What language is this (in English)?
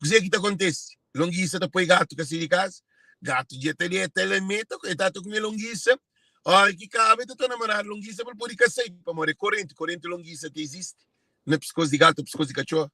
Kabuverdianu